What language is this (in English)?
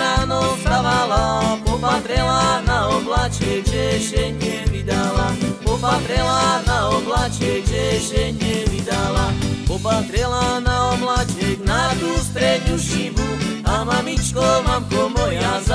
Slovak